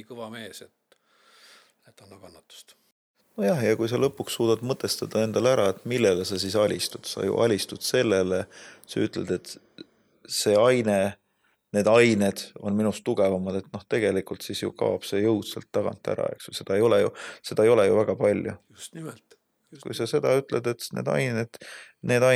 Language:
Estonian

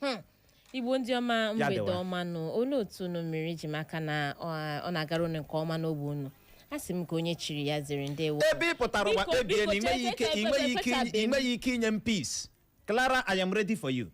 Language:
Igbo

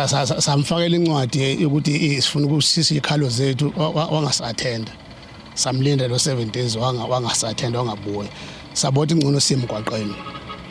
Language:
Zulu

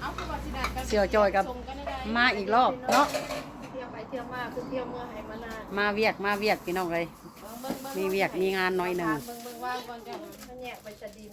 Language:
Northeastern Thai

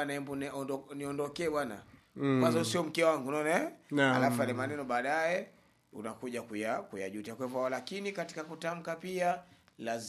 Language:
Swahili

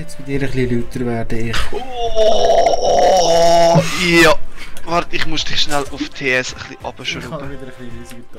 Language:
Swiss German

